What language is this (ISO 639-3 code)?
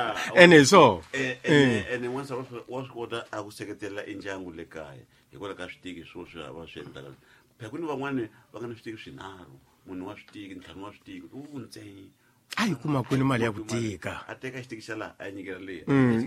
tso